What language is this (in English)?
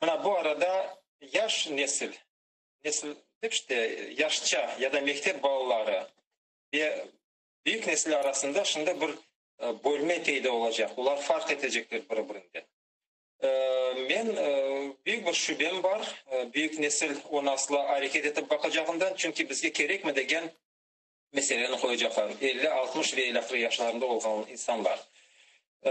Crimean Tatar